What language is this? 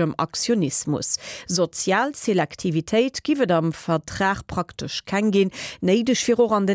Luxembourgish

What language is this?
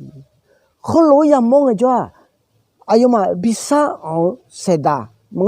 Akha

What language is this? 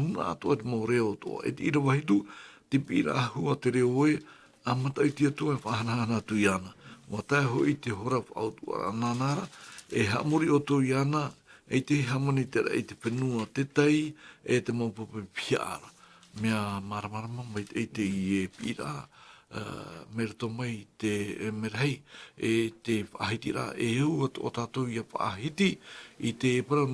Tahitian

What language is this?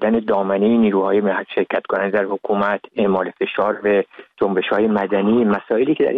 Persian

